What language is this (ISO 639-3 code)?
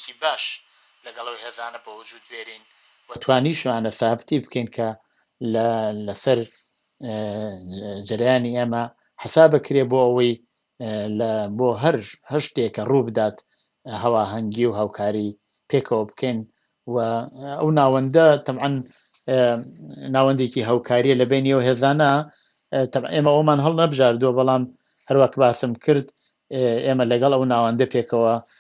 ckb